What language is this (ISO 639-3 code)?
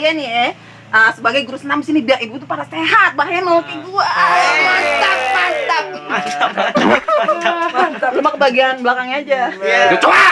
bew